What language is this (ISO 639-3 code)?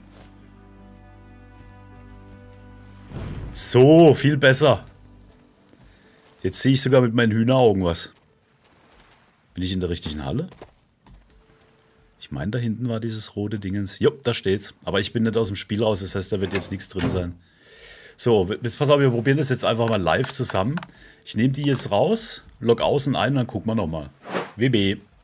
deu